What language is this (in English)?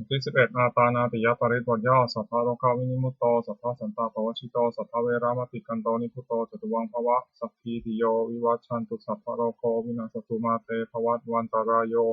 Pali